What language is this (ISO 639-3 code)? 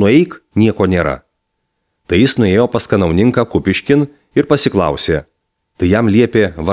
lit